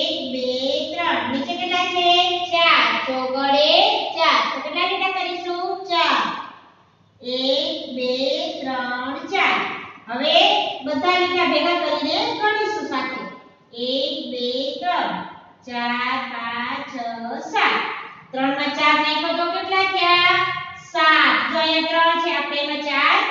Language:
Gujarati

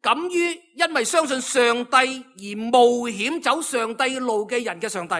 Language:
Cantonese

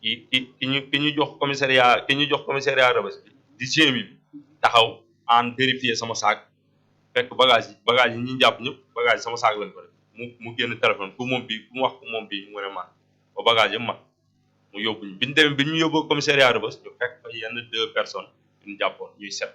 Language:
Wolof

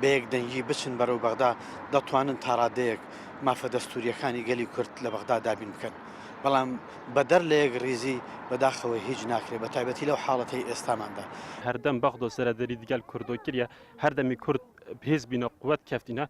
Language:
Central Kurdish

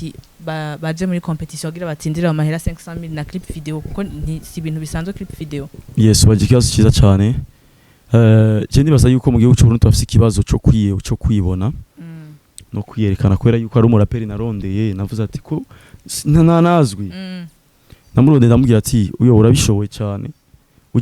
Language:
Rundi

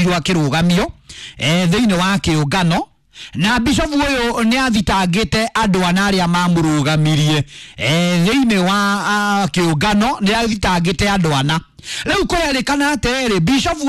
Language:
Kikuyu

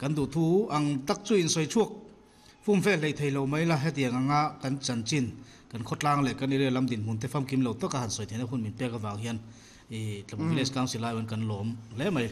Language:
Mizo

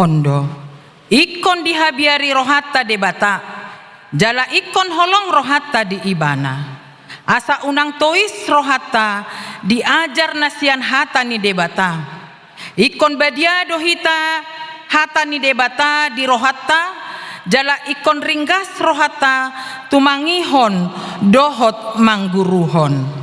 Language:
Batak Toba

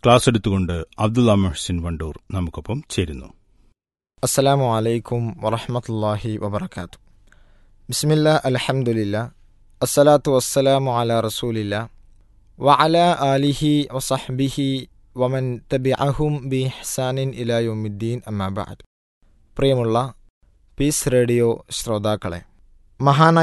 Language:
Malayalam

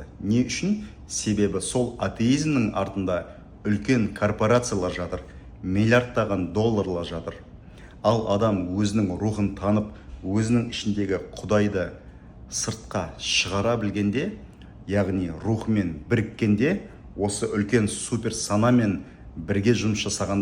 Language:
Kazakh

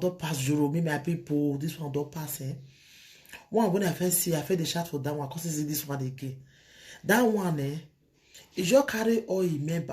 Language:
Nigerian Pidgin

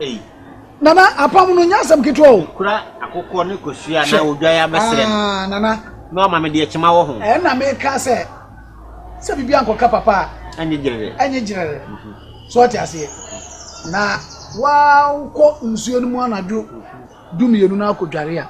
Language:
Akan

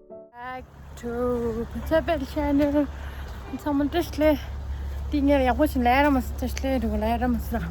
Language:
Tibetan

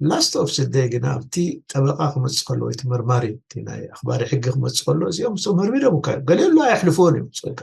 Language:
Tigrinya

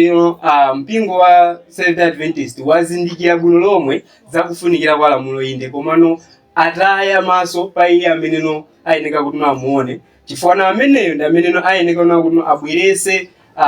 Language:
Nyanja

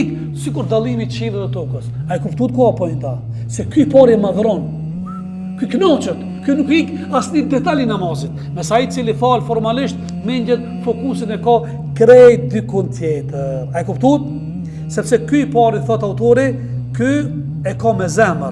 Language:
Albanian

